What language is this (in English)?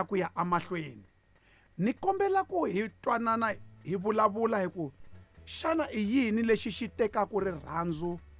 Tsonga